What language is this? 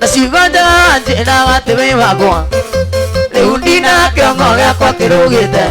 Kikuyu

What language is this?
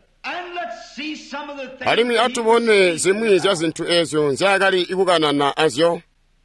Tonga (Zambia)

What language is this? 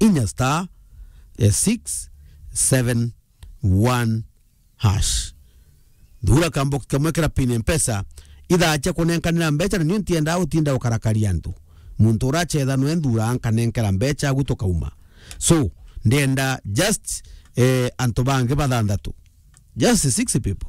Meru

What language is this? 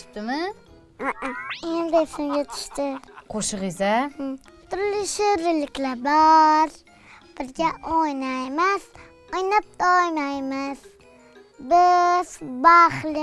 Uzbek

